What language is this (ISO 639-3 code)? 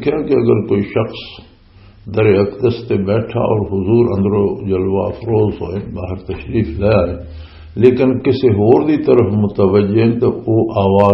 lah